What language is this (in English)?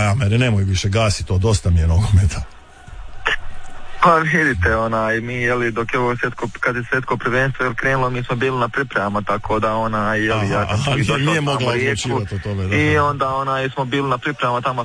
Croatian